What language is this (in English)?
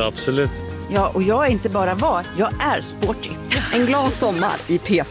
Swedish